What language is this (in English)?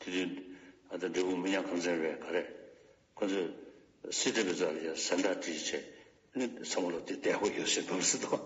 Tibetan